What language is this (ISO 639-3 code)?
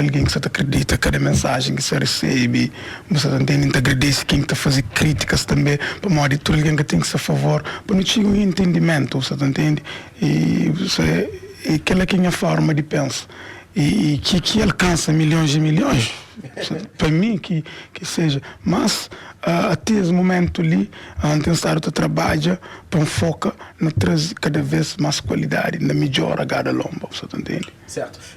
kea